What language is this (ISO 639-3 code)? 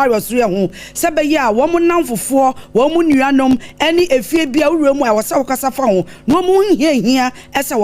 aka